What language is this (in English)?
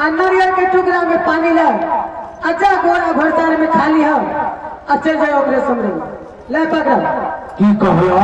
Maithili